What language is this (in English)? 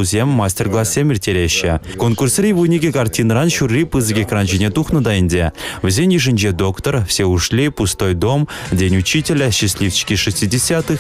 Chuvash